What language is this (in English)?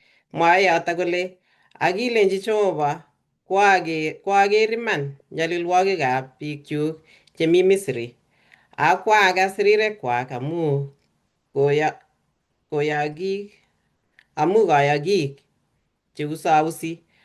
Kalenjin